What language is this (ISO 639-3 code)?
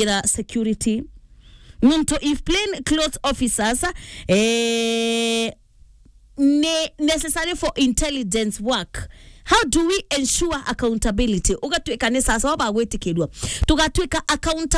mer